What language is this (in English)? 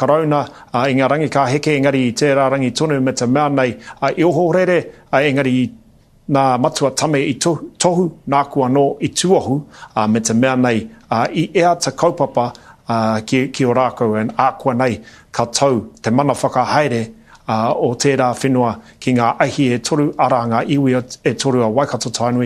Māori